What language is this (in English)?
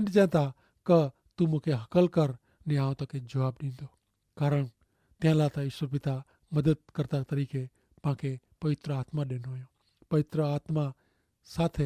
Kachhi